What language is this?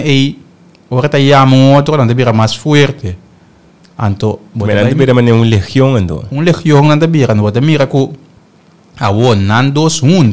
Papiamento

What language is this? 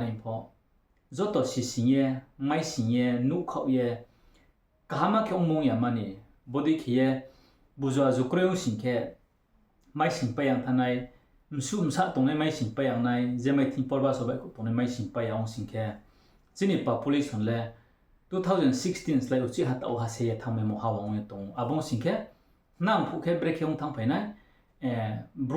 Riang (India)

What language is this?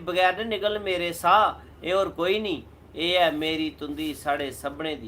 Dogri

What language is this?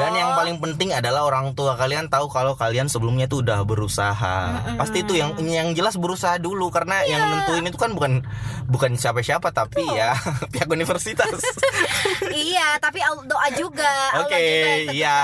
Indonesian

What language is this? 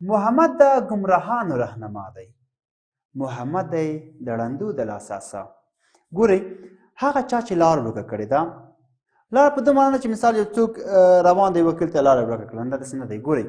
Pashto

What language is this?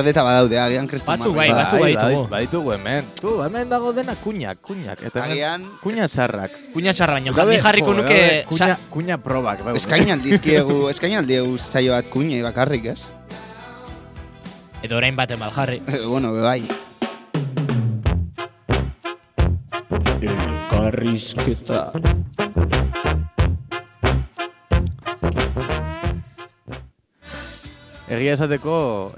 Basque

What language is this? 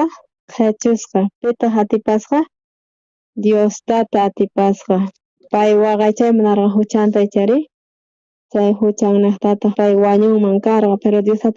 South Bolivian Quechua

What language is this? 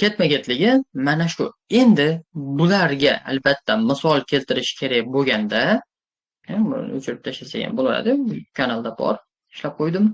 Uzbek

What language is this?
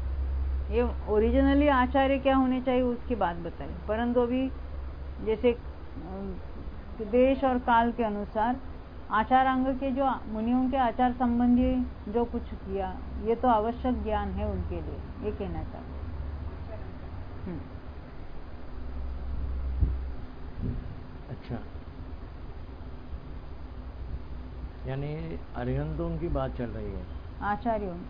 Hindi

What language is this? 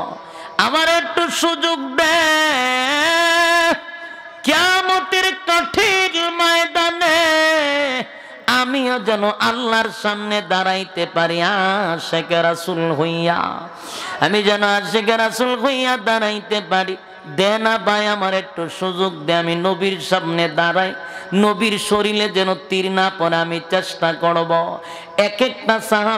Bangla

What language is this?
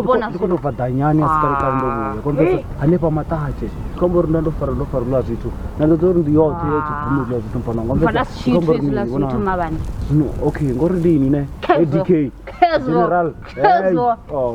Venda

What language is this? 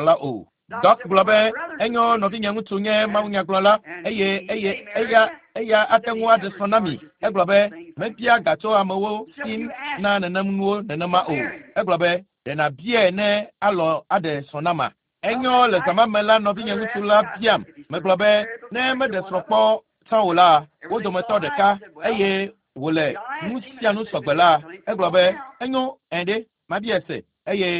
Ewe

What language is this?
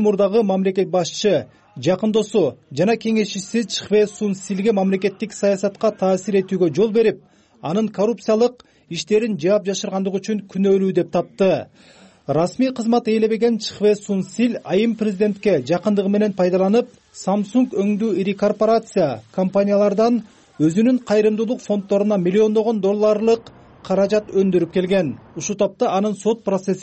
Kyrgyz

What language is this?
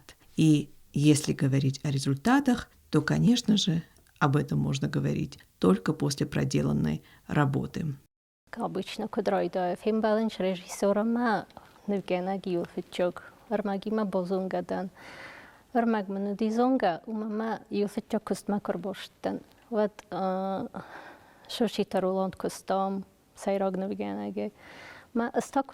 Ossetic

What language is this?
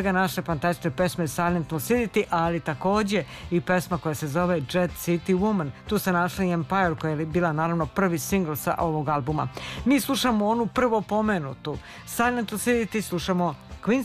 Serbian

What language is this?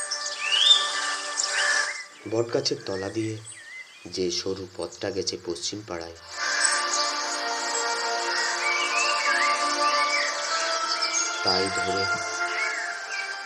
Bangla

